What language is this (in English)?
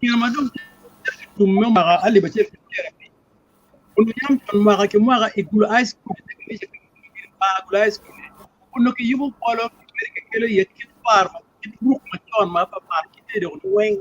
Acoli